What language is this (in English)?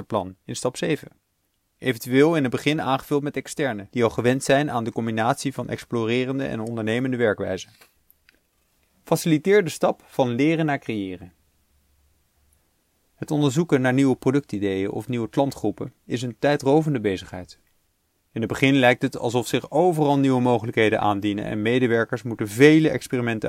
Dutch